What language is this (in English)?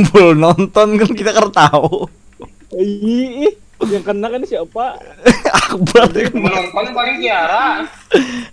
Banjar